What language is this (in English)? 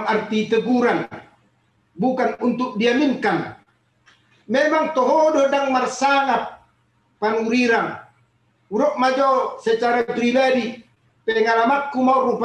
Batak Toba